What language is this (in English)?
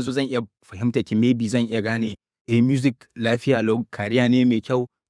Hausa